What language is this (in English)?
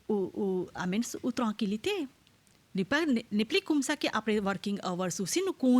Morisyen